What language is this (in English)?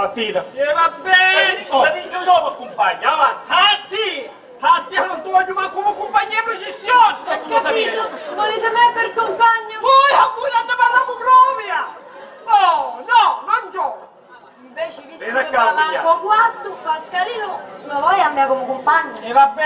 Sicilian